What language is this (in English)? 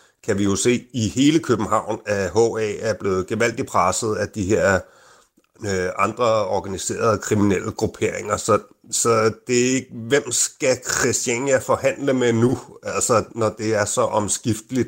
Danish